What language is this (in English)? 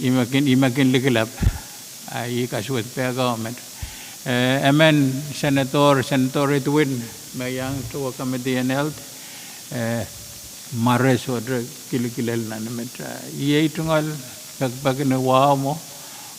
Pohnpeian